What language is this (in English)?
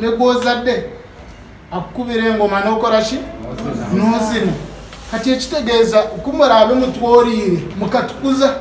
Nyankole